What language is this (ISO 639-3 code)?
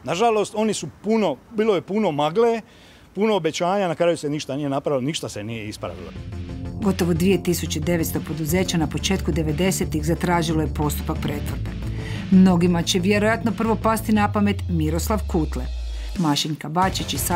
hrv